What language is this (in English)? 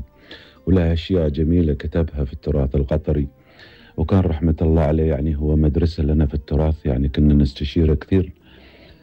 Gulf Arabic